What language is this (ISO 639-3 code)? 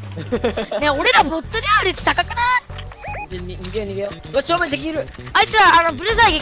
jpn